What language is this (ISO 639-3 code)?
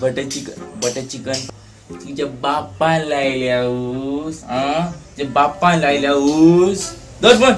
kok